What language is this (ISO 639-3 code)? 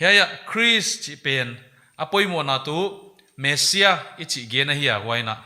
pck